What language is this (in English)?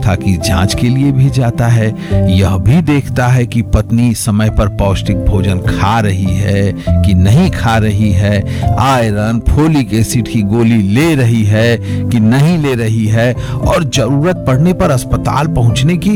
Hindi